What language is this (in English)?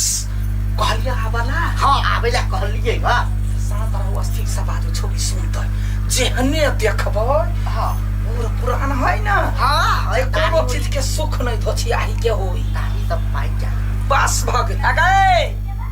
Maithili